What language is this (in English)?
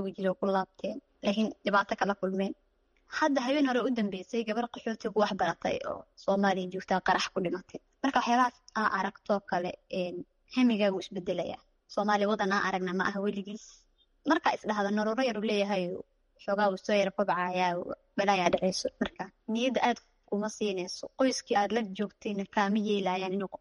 Somali